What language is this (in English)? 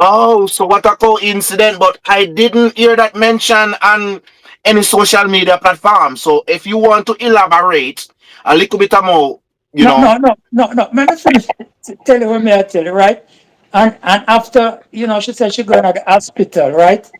Jamaican Creole English